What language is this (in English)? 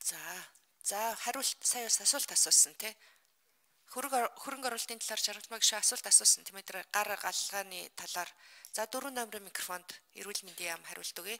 Mongolian